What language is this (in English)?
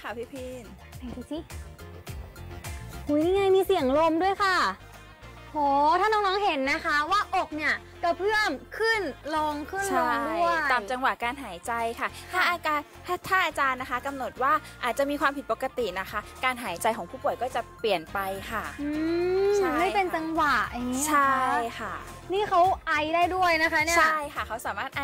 Thai